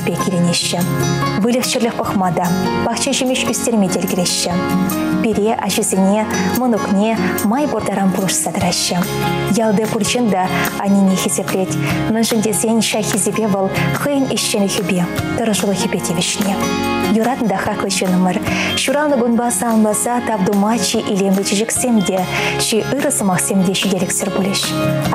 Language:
Chuvash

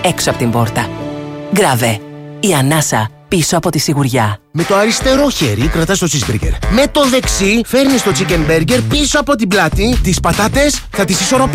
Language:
Greek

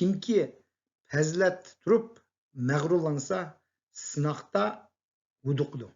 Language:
Uyghur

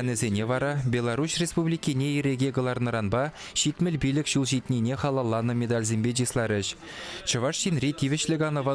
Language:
Chuvash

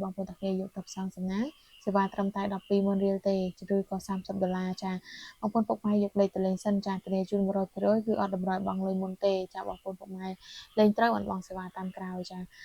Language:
Khmer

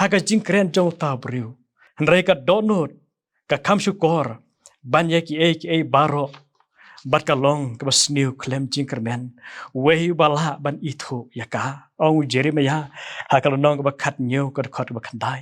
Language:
Khasi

